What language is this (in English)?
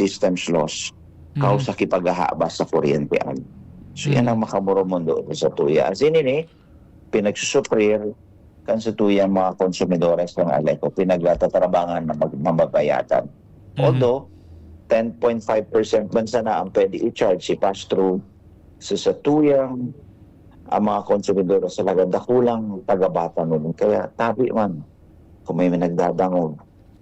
Bikol